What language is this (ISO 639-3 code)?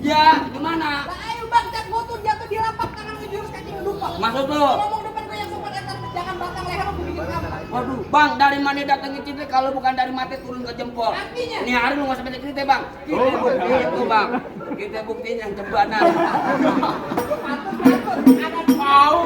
bew